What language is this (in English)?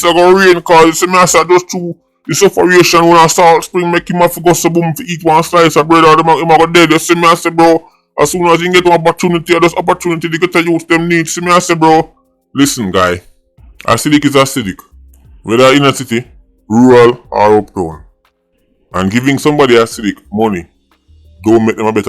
Jamaican Creole English